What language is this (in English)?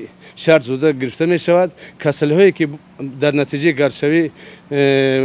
Tajik